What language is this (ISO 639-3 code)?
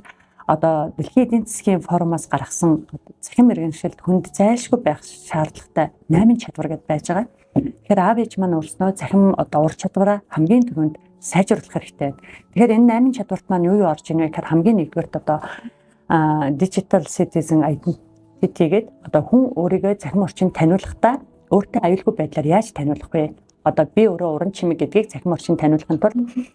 mon